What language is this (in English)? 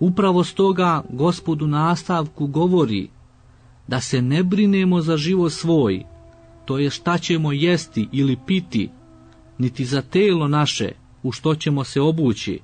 Serbian